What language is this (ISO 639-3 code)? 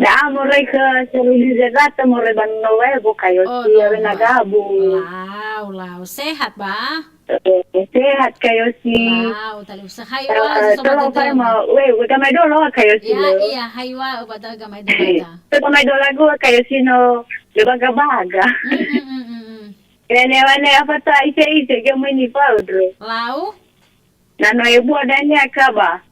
nia